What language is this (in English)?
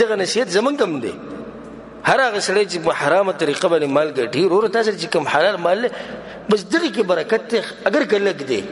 Pashto